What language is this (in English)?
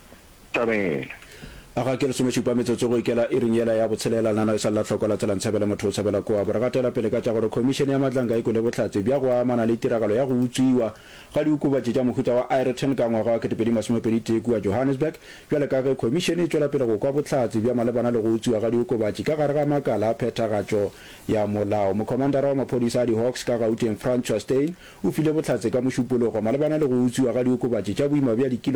Northern Sotho